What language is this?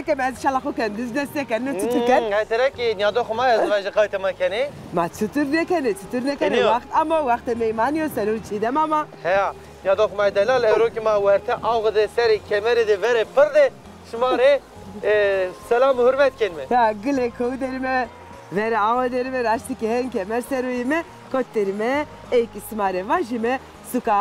Zaza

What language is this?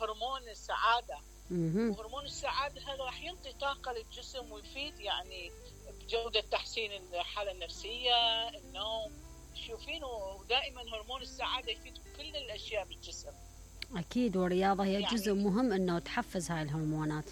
Mesopotamian Arabic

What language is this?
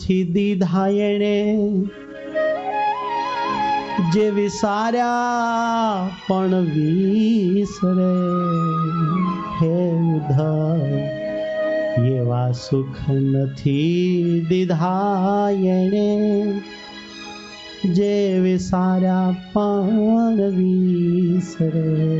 Gujarati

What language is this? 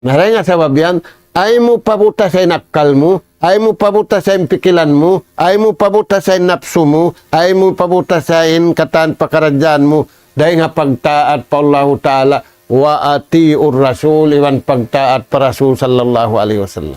Tausug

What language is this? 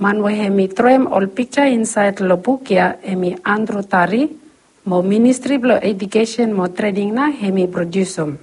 Bislama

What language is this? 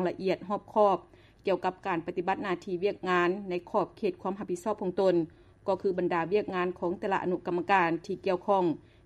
Lao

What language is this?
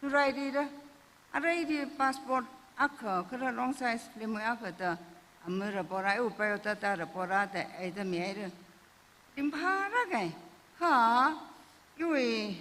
Tangkhul Naga (India)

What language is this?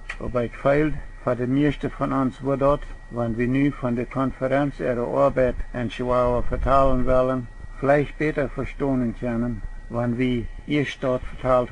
Plautdietsch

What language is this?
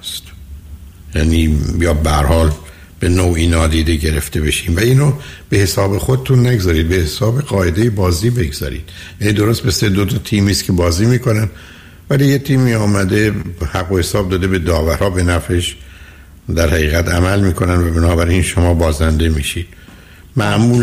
Persian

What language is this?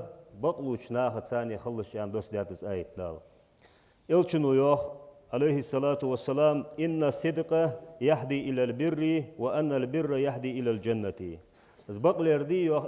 Ingush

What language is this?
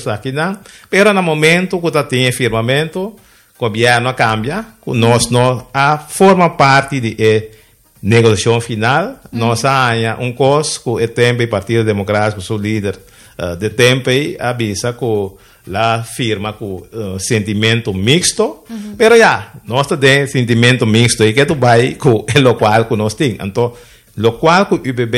Papiamento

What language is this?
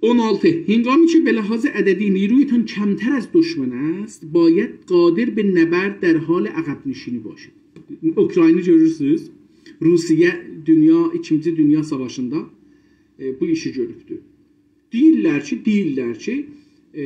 South Azerbaijani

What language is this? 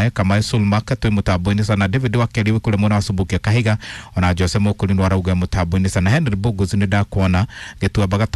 Kikuyu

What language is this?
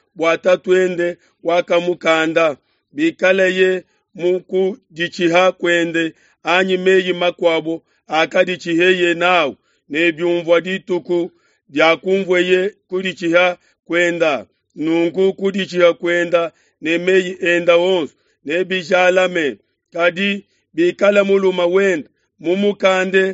Luba-Lulua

